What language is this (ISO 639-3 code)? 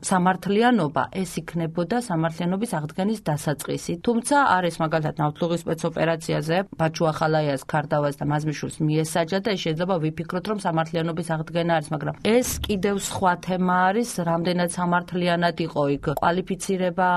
kat